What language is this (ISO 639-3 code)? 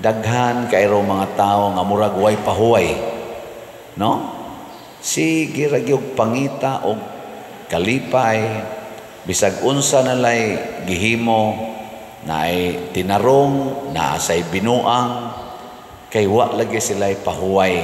ceb